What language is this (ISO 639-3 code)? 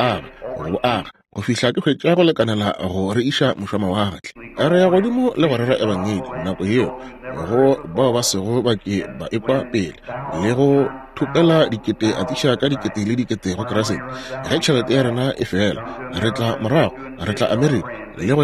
nso